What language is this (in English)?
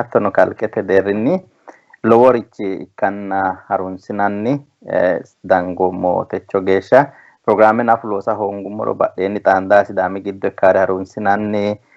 Sidamo